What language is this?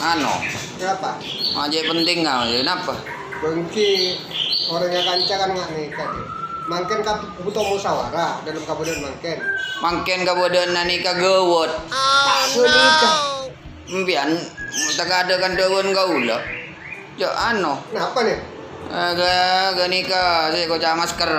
Madurese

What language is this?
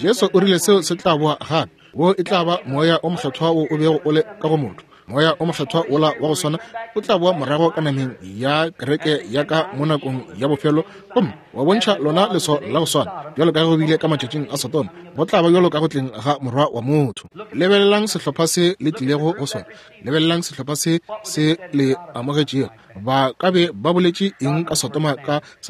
Northern Sotho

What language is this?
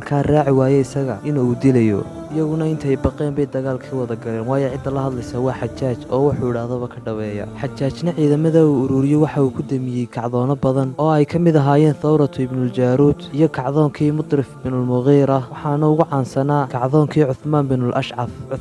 Somali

